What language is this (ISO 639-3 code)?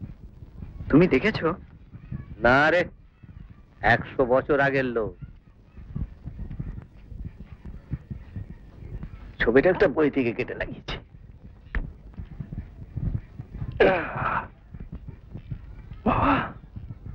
ben